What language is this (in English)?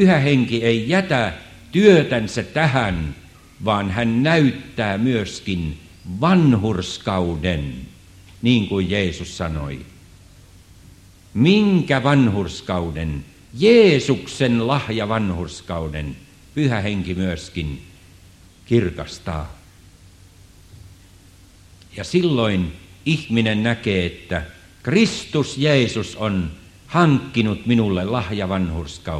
Finnish